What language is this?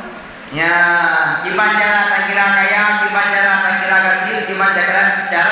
Achinese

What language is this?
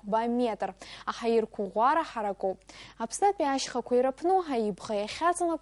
Abkhazian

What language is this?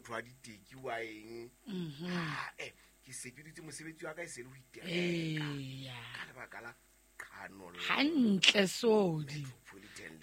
Southern Sotho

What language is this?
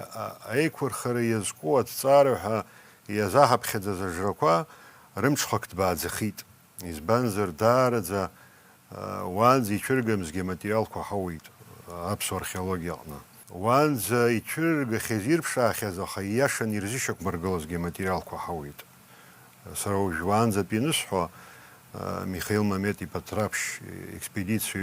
Abkhazian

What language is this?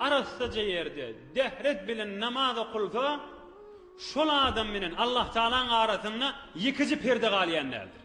Turkmen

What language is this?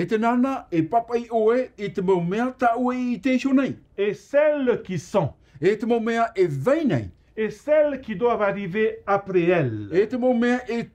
Tahitian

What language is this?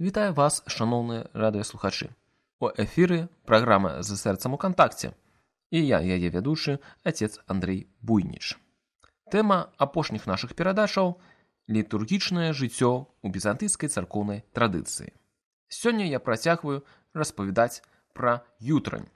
Belarusian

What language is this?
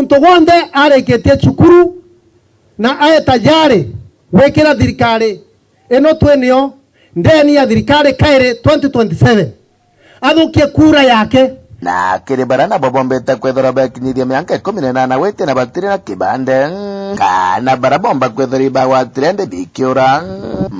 Meru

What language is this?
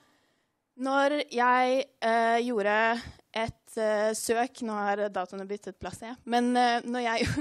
Norwegian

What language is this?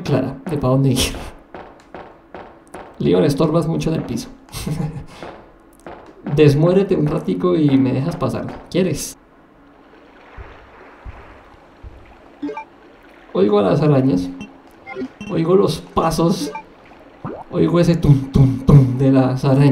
Spanish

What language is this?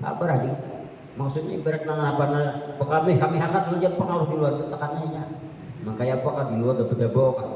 Banjar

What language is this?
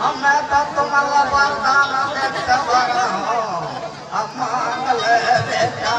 Chhattisgarhi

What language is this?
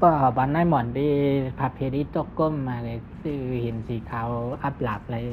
Shan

